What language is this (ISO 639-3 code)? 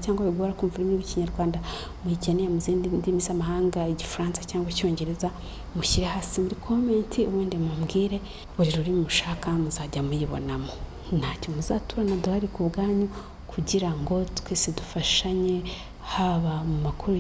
kin